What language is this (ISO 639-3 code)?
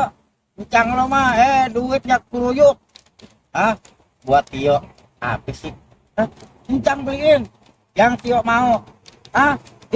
bew